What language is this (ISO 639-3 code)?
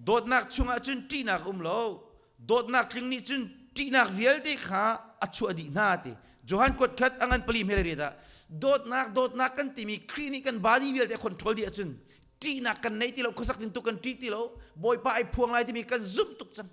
cnh